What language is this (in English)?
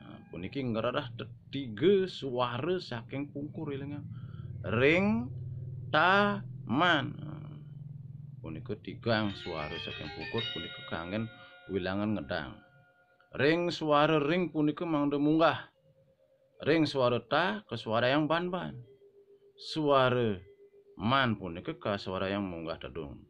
Balinese